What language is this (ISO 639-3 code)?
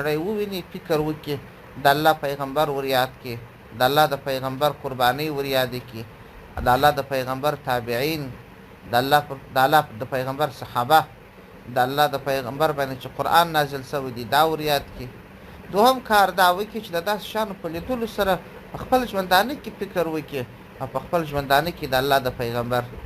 pus